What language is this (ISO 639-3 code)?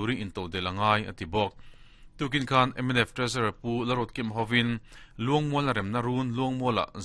lus